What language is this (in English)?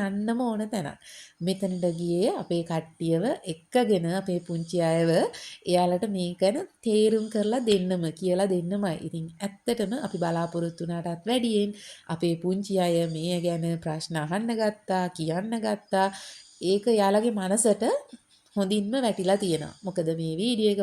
Sinhala